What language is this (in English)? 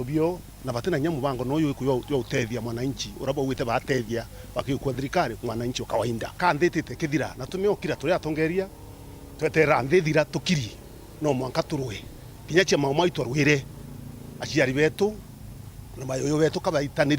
Meru